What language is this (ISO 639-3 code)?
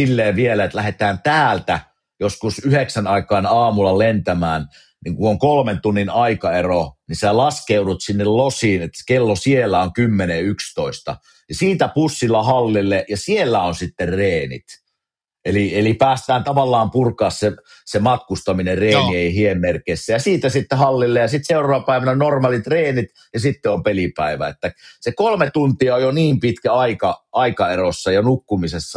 fin